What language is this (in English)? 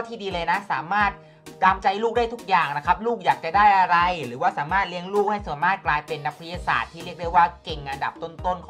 Thai